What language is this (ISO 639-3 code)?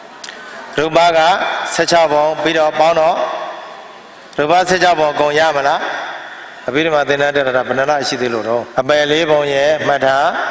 mya